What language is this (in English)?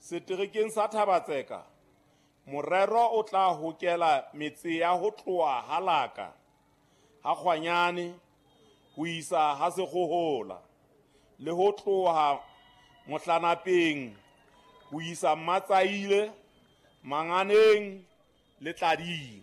Southern Sotho